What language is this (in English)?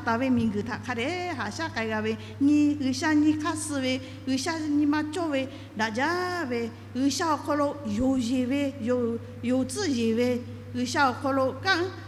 Lahu